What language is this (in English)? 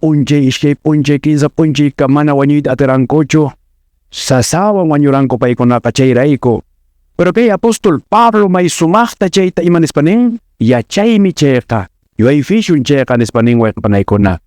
Quechua